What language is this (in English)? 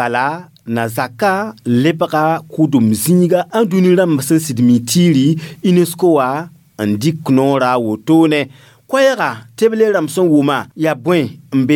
Mossi